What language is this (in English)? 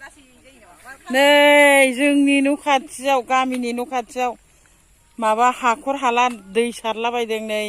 Bodo